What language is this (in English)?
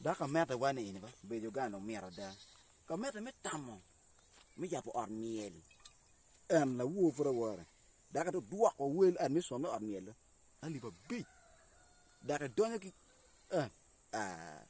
Acoli